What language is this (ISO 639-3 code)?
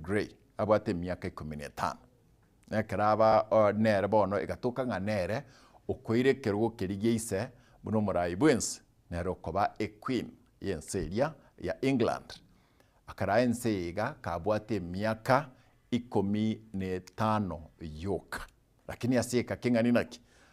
guz